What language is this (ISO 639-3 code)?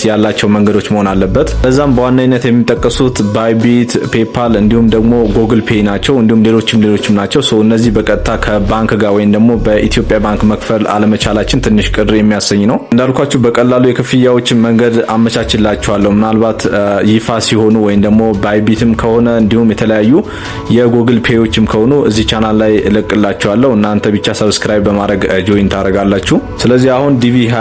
amh